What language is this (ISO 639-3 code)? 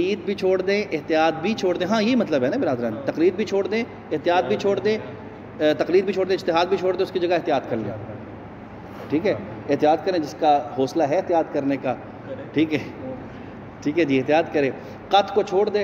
urd